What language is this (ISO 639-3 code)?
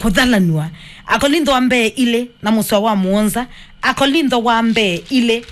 kam